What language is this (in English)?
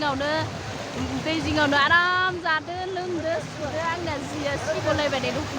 Bodo